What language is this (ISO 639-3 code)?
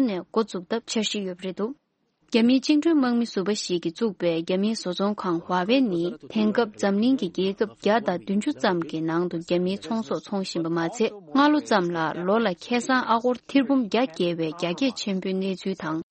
bod